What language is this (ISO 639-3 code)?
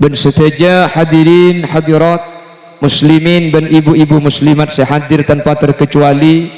mad